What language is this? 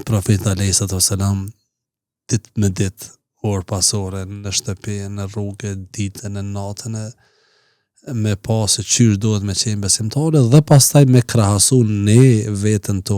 Albanian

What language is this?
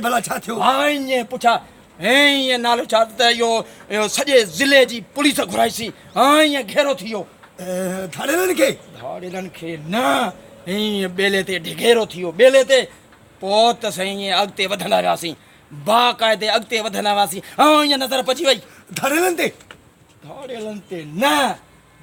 Sindhi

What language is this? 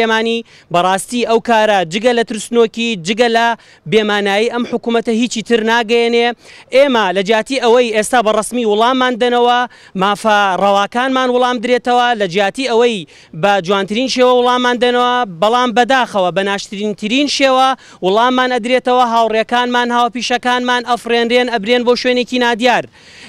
Central Kurdish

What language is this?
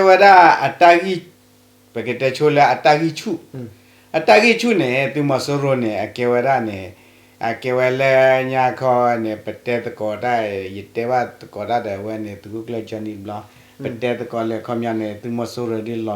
S'gaw Karen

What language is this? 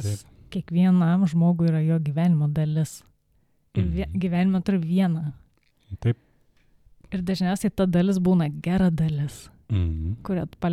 Lithuanian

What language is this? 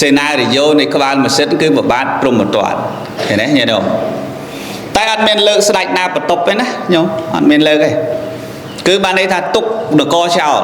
Khmer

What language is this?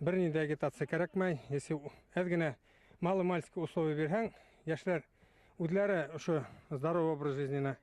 Bashkir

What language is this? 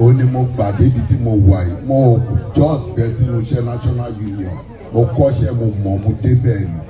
Yoruba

